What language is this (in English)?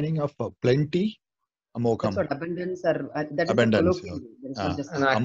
Sanskrit